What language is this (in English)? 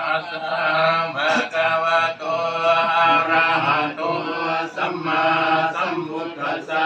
Pali